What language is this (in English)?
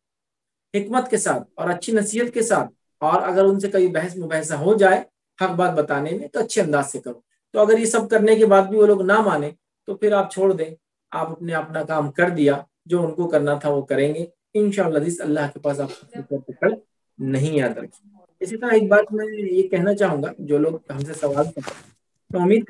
Urdu